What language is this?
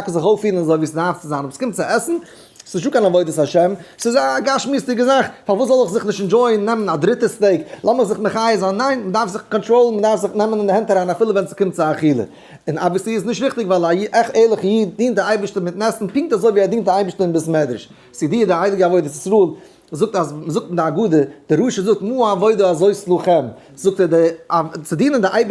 Yiddish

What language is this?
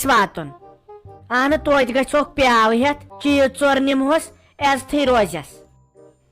Kashmiri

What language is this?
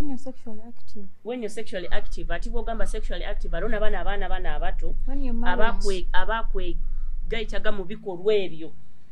Nyoro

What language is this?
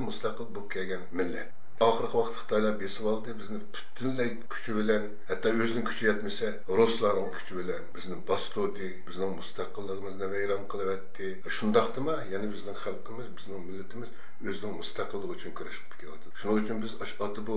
Uyghur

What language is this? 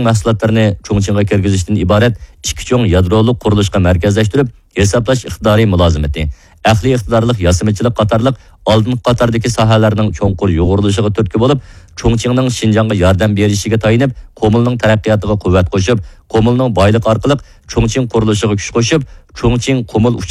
Uyghur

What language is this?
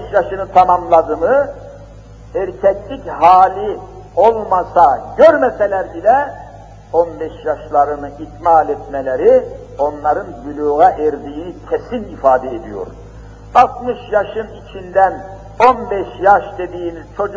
Turkish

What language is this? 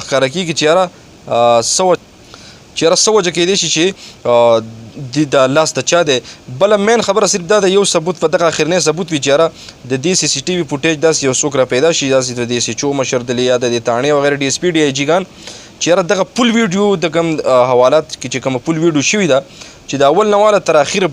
Pashto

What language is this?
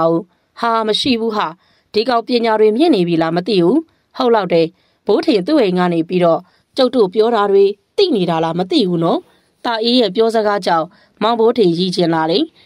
Burmese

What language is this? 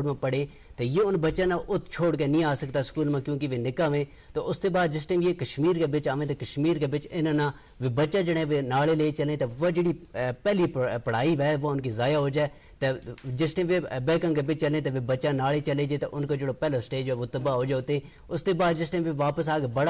Gujari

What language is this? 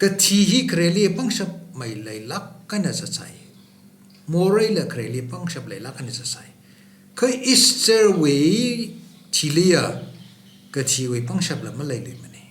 Tangkhul Naga (India)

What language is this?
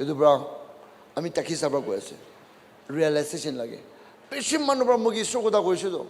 Naga Pidgin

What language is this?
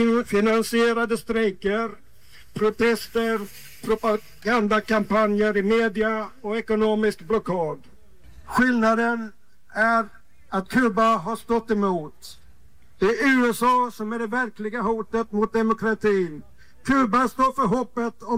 Swedish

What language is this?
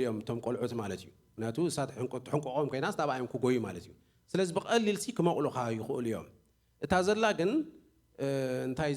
Tigrinya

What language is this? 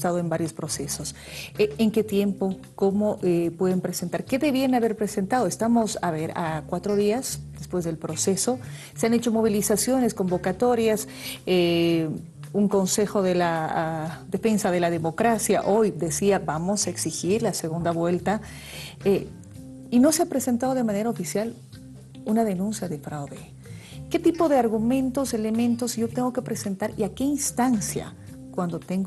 Spanish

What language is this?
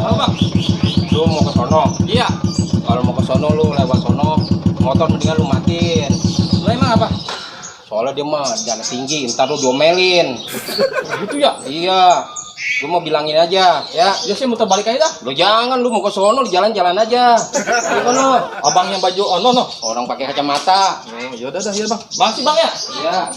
Betawi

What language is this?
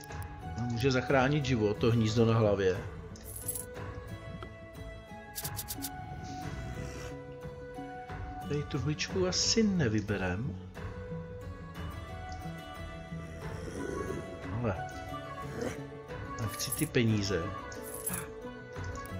Czech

